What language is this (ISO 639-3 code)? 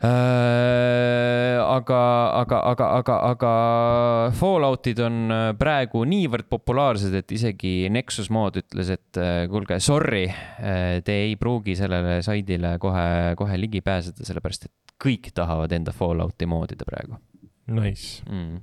est